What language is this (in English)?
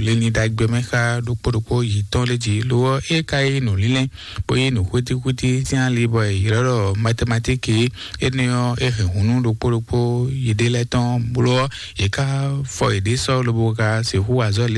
Fon